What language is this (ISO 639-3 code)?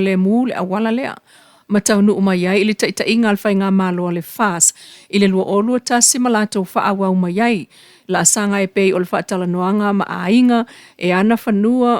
smo